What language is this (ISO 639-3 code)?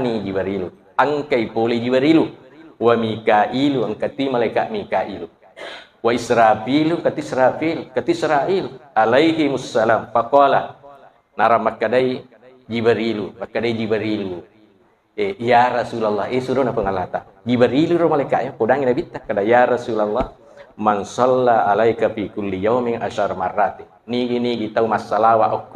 bug